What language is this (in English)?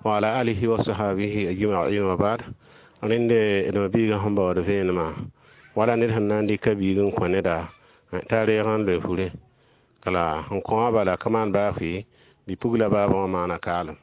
Mossi